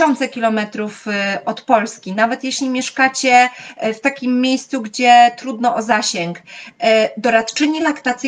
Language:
Polish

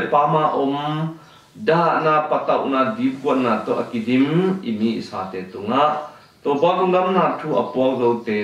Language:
Tedim Chin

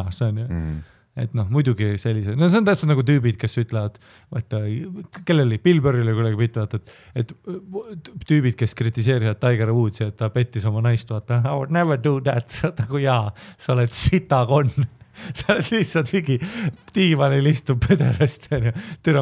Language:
Estonian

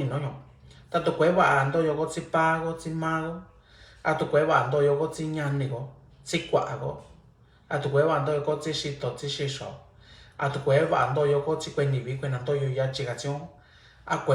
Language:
Mixtepec Mixtec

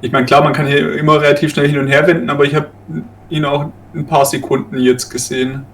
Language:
Swiss German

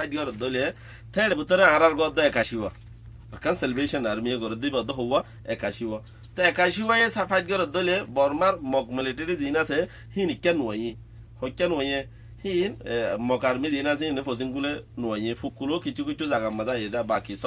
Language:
Rohingya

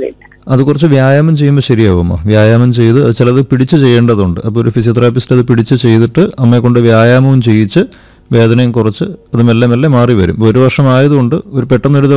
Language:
Malayalam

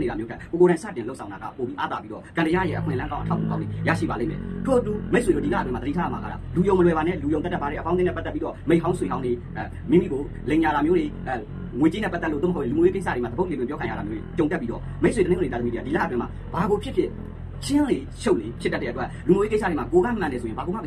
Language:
Burmese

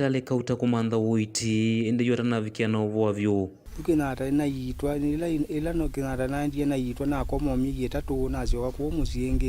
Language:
Kamba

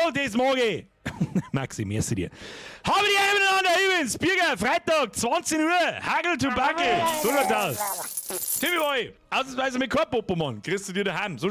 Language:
Bavarian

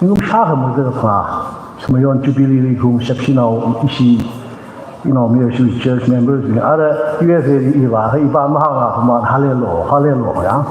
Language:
Tangkhul Naga (India)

